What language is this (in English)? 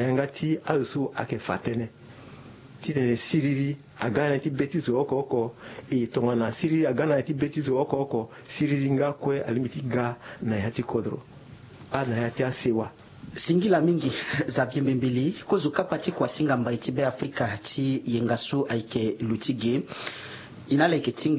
Sango